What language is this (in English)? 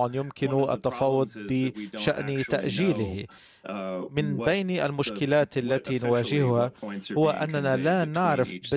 Arabic